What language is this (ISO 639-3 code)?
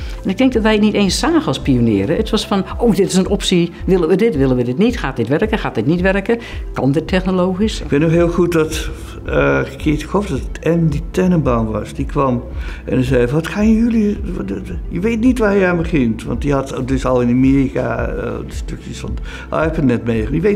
nld